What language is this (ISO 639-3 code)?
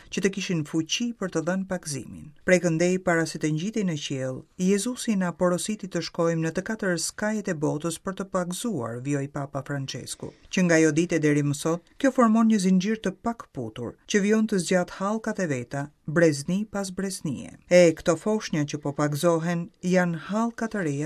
sqi